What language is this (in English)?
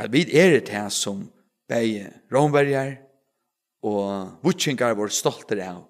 Faroese